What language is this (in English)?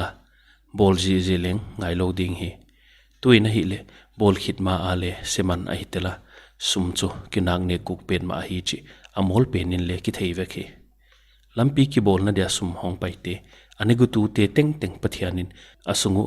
Paite Chin